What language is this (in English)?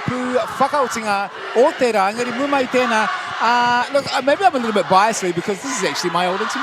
Māori